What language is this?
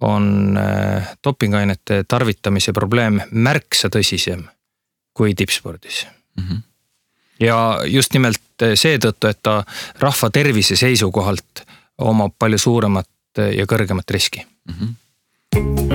Estonian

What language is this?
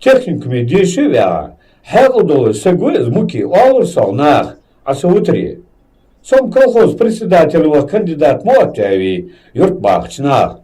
Ingush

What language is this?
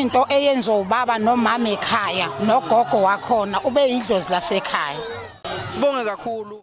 Zulu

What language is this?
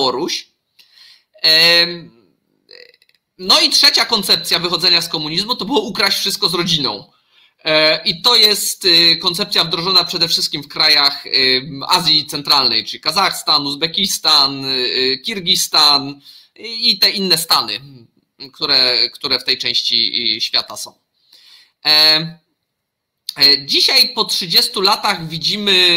Polish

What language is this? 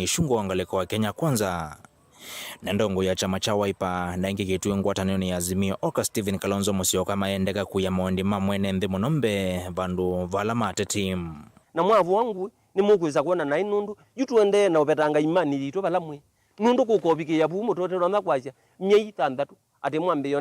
Kamba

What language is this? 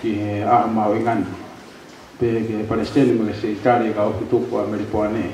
Tongan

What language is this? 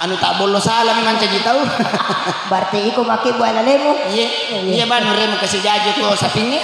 Buginese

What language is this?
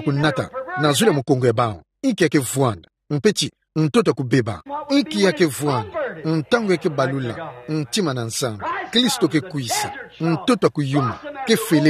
Kituba (Democratic Republic of Congo)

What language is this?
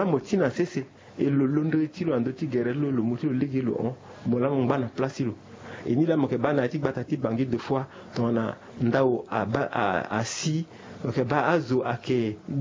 Sango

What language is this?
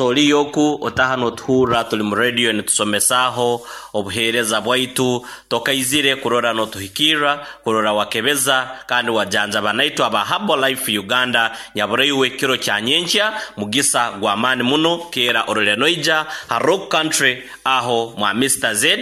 Nyoro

